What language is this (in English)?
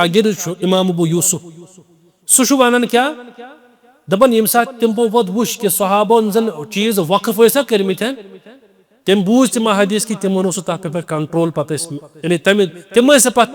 Kashmiri